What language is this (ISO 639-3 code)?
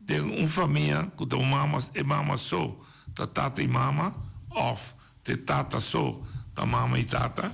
pap